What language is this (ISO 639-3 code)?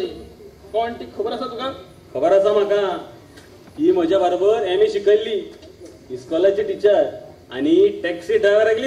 kok